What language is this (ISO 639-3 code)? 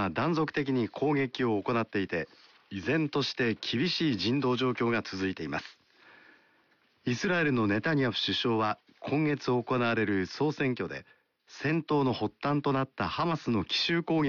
jpn